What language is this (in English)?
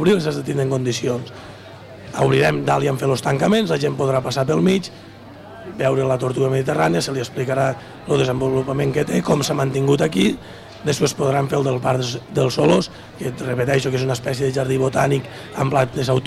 Catalan